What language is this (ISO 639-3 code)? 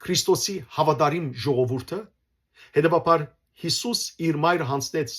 hyw